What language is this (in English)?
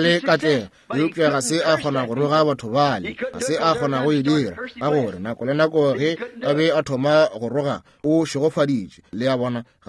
Northern Sotho